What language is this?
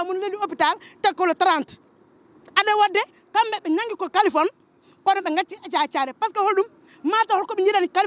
Fula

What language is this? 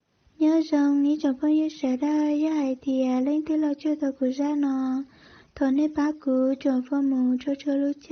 Hmong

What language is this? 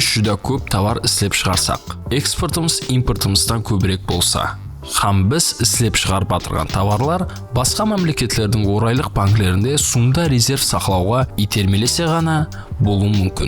Kara-Kalpak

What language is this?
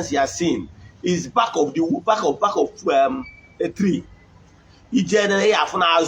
Igbo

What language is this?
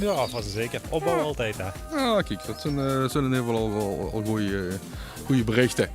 Limburgish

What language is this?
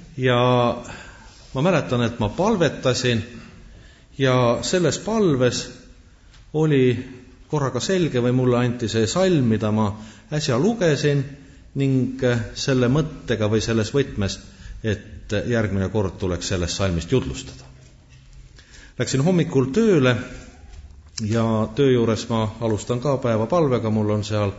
Estonian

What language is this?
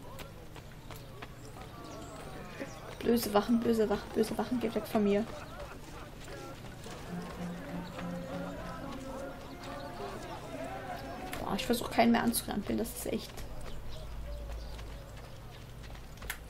German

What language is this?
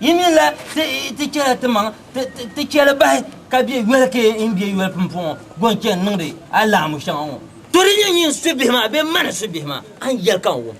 Dagbani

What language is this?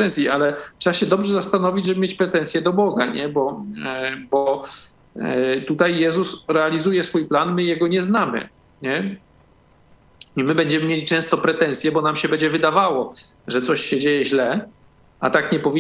Polish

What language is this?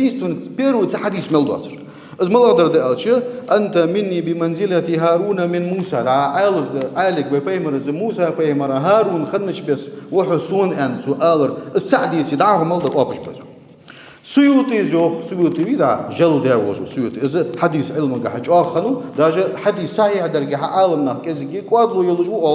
Ingush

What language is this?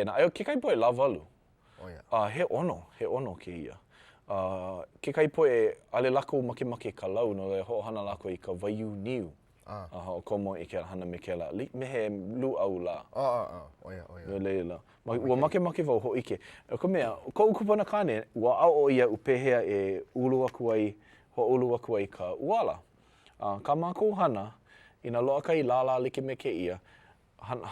Hawaiian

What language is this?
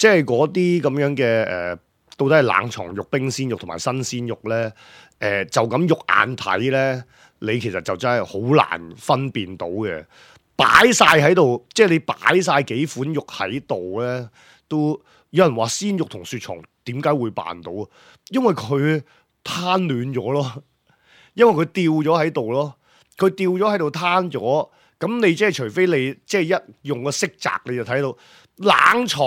Cantonese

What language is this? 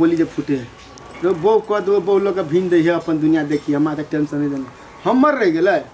Maithili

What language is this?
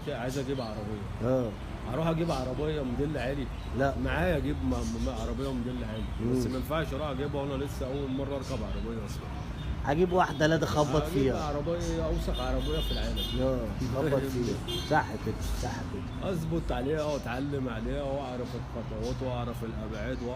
Egyptian Arabic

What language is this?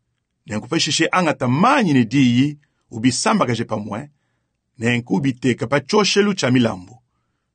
Luba-Lulua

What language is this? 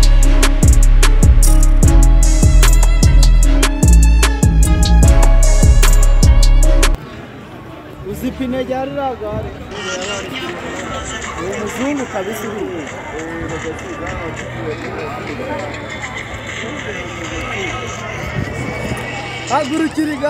Kinyarwanda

